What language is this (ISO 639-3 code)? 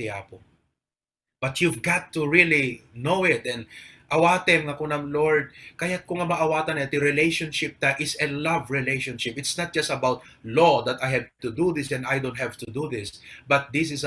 ilo